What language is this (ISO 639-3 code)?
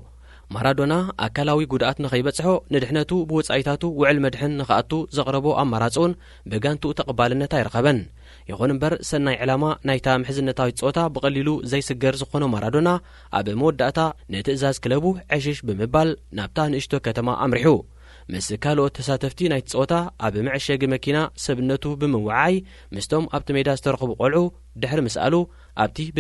tir